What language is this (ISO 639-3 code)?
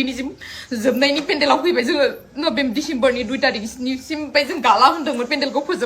brx